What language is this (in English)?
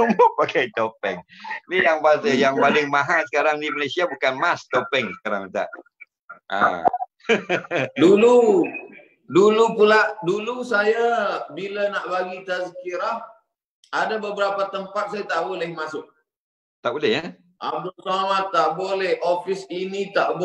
Malay